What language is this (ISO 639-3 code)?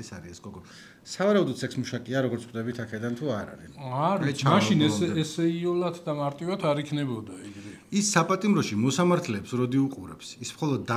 kat